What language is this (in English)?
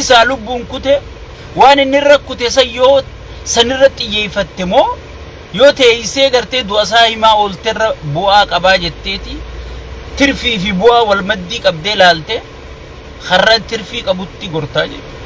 Oromo